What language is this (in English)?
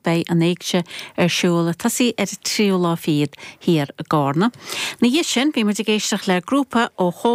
Irish